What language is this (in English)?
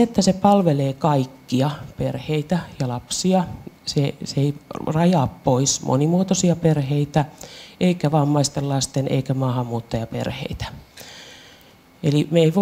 Finnish